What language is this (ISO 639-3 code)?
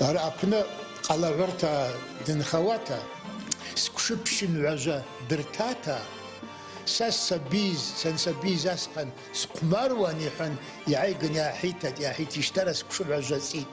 abk